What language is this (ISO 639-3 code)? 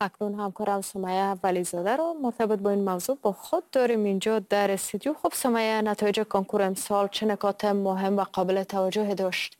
fas